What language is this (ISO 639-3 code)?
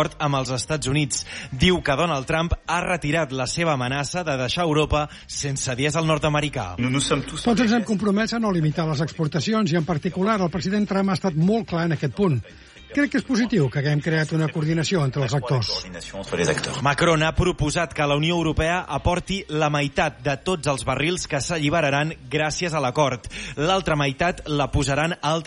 cat